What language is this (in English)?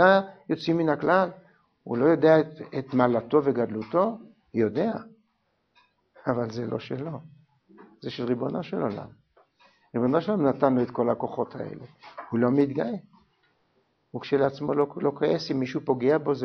Hebrew